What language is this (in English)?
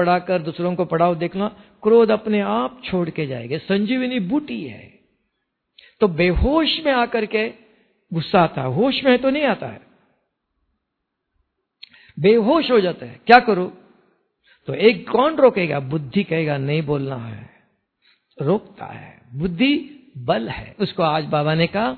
Hindi